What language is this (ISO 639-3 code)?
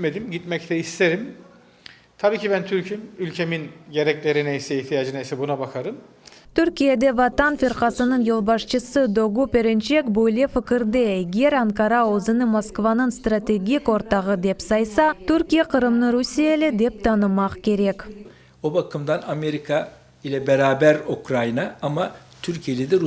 crh